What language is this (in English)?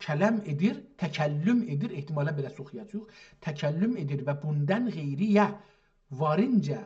South Azerbaijani